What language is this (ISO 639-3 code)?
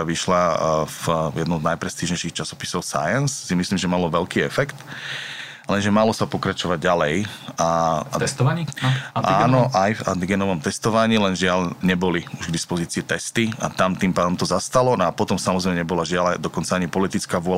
slk